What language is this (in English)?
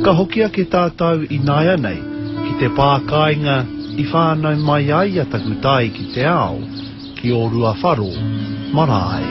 Māori